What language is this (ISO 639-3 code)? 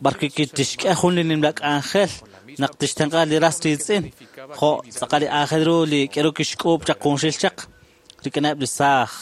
kek